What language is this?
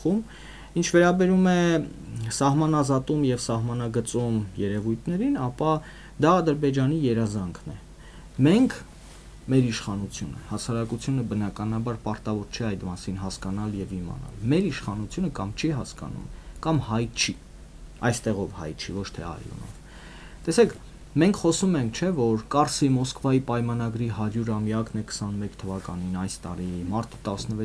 Armenian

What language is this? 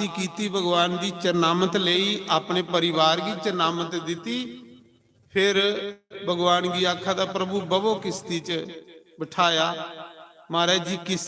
Dogri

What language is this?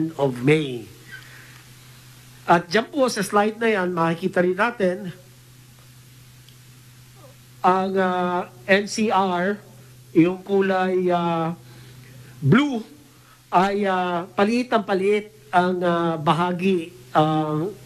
Filipino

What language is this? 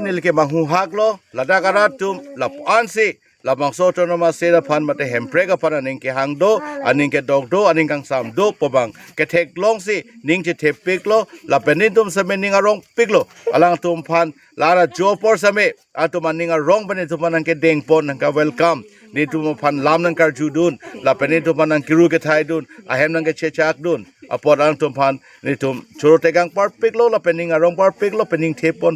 Karbi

